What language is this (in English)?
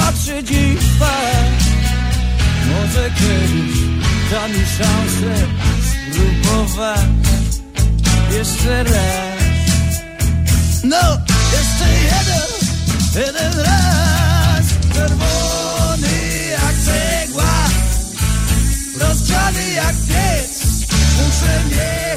Polish